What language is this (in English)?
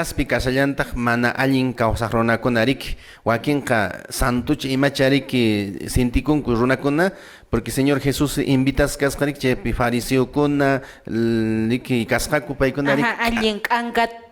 Quechua